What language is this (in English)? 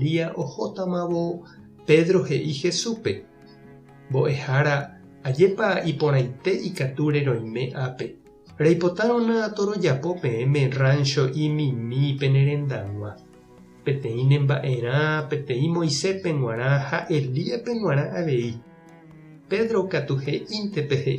Guarani